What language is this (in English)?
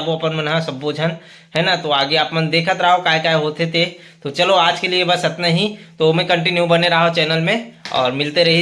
Chhattisgarhi